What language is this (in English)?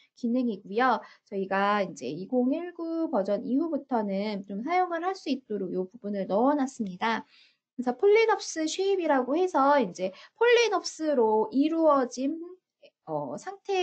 Korean